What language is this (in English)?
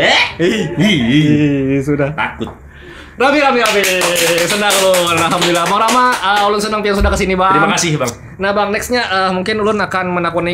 Banjar